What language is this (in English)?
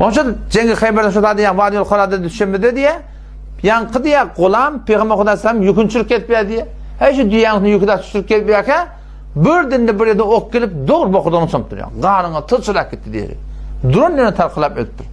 Turkmen